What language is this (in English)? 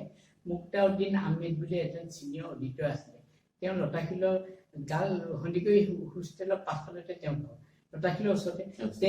Assamese